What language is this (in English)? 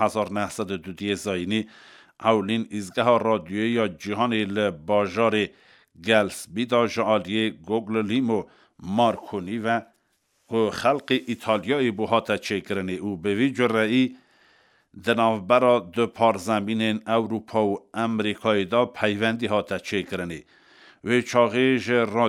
Kurdish